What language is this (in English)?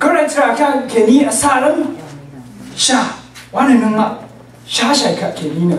Rawang